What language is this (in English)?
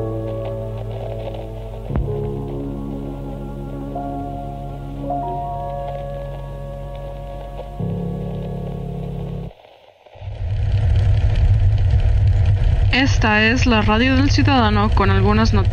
Spanish